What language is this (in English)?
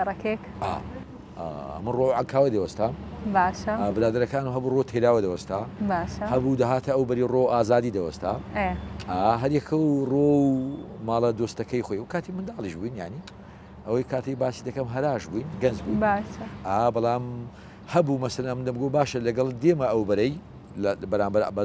Central Kurdish